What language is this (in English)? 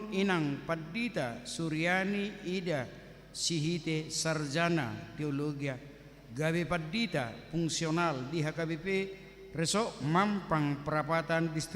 Batak Toba